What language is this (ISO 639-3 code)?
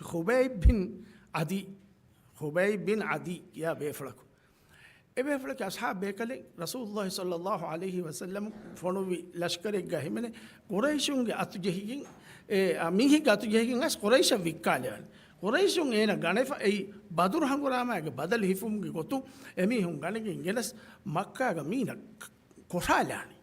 div